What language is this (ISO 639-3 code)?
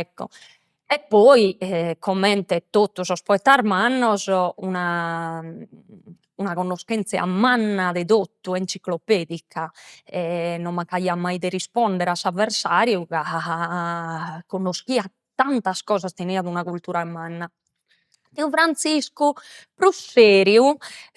srd